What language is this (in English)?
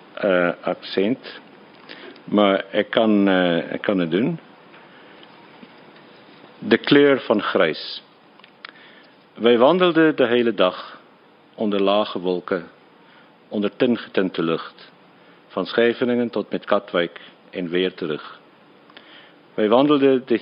Afrikaans